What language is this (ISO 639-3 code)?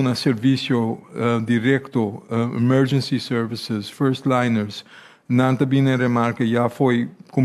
pap